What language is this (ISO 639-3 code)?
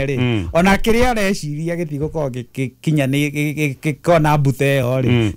kik